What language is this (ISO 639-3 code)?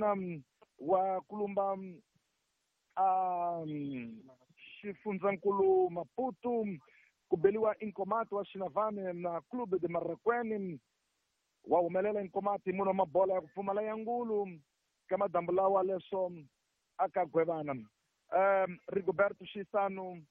tso